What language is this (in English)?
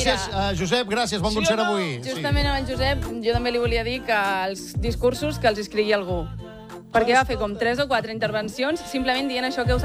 Catalan